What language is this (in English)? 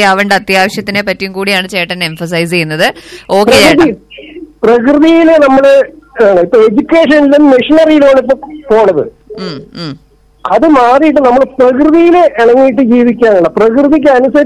Malayalam